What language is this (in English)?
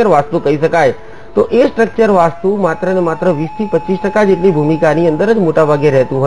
Gujarati